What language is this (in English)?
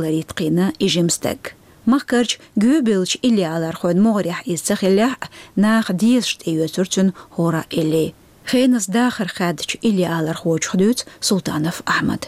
Chechen